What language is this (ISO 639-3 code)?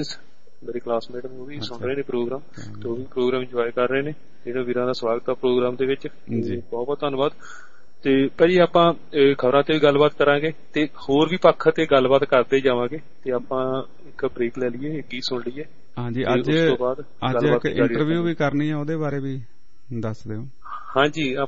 pan